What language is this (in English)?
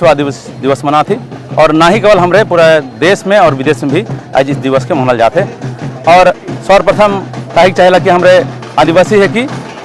Sadri